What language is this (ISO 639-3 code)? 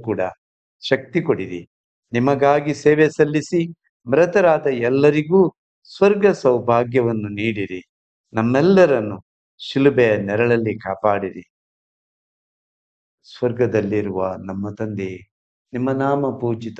kan